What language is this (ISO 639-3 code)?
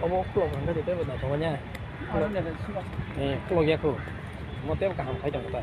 trp